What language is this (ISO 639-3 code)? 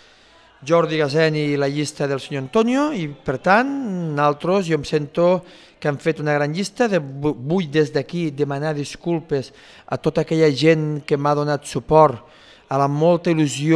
cat